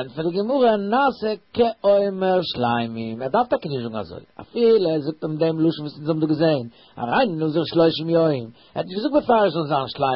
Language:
Yiddish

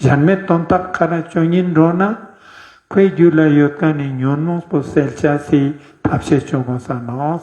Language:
Ladakhi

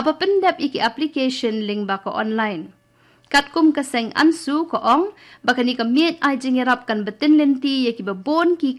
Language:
Khasi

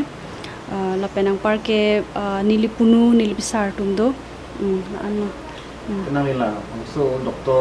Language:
Karbi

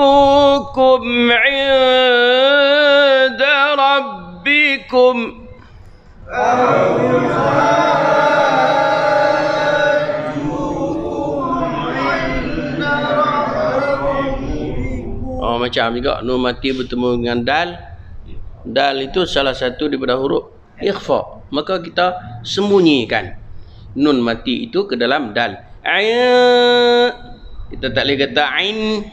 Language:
Malay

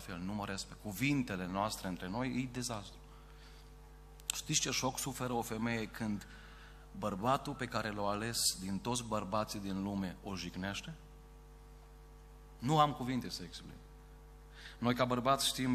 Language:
Romanian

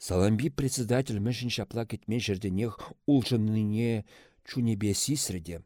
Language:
Chuvash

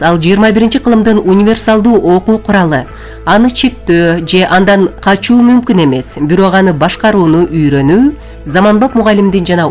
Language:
Kyrgyz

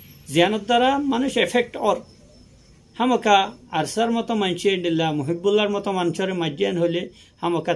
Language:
Rohingya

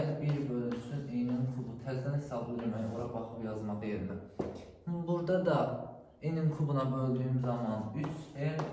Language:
Azerbaijani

